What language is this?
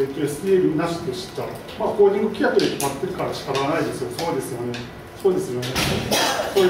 Japanese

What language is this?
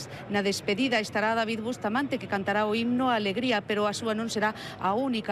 Galician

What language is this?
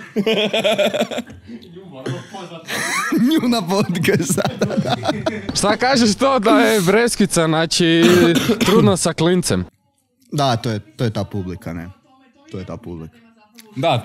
Croatian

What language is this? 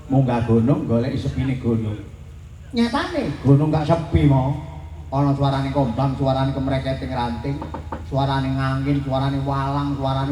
Javanese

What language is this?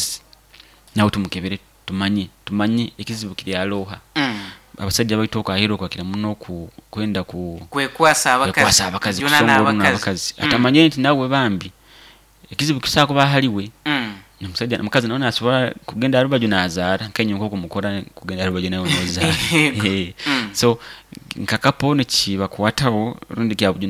Nyoro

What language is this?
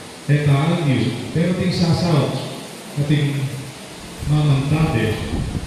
Pampanga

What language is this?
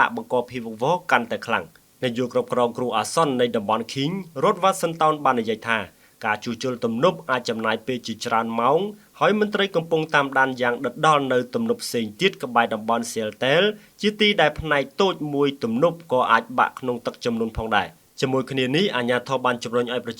Khmer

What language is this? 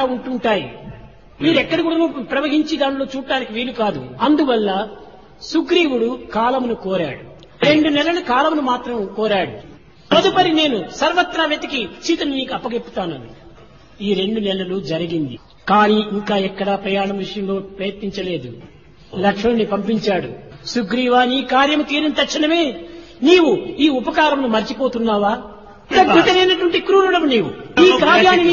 Telugu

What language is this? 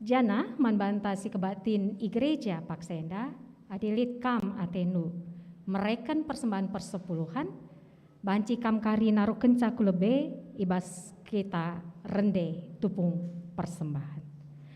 Batak Karo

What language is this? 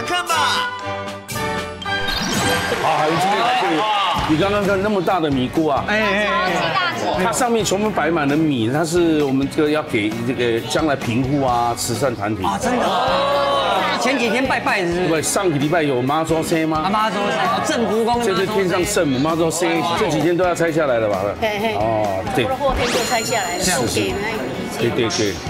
Chinese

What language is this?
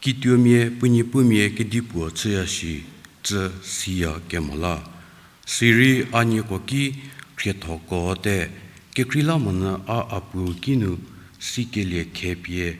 Angami Naga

